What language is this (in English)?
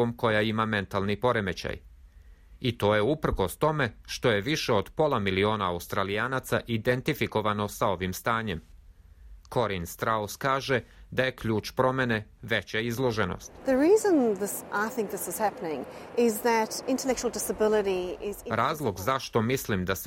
Serbian